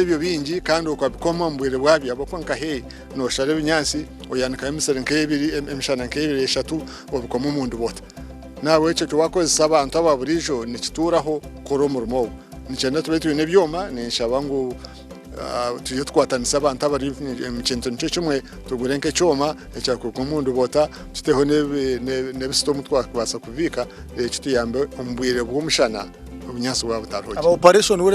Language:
Nyankole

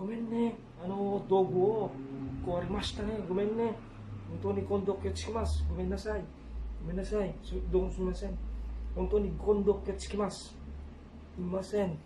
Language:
Iloko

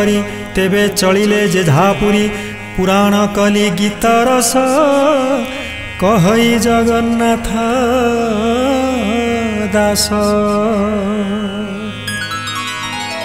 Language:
Odia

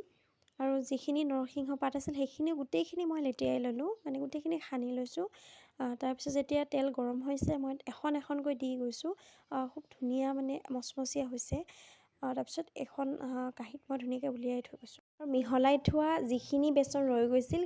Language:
Assamese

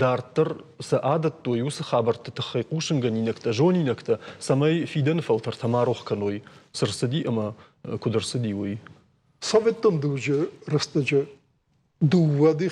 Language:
Ossetic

